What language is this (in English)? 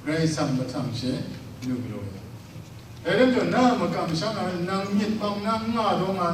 Kachin